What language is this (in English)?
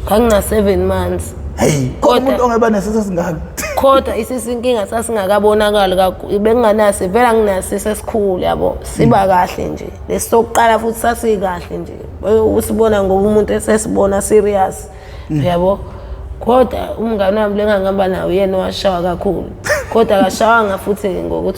Zulu